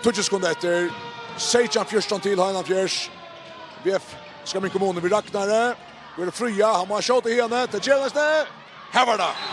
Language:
Faroese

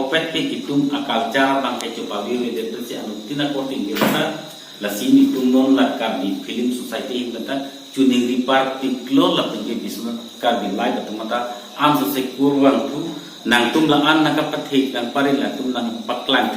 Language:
Karbi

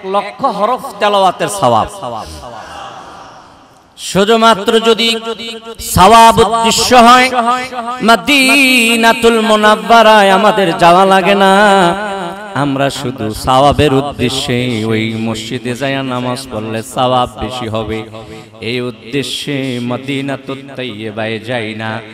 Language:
Bangla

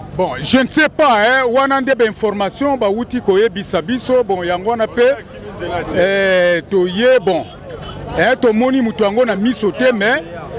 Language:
Lingala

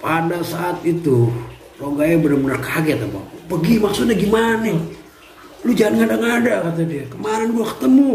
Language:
Betawi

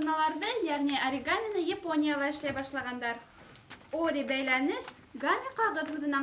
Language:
Bashkir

